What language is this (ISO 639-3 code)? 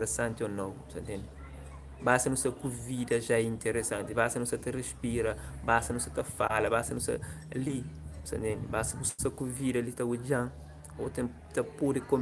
kea